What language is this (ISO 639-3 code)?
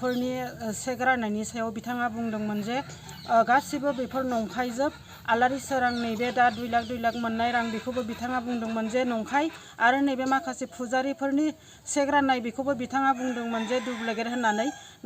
brx